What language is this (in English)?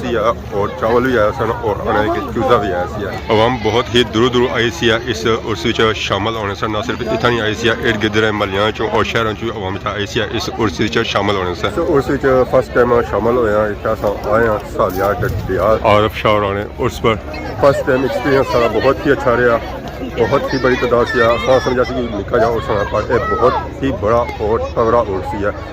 Pahari-Potwari